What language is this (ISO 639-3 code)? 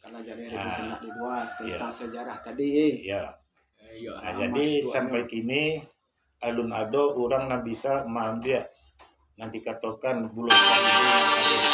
min